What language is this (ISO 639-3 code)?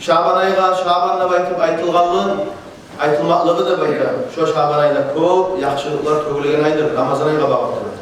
kum